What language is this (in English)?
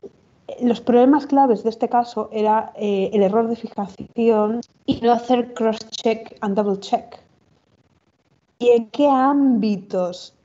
Spanish